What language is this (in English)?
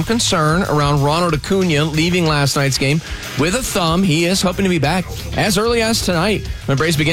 English